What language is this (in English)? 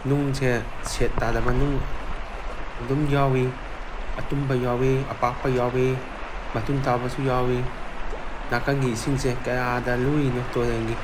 Manipuri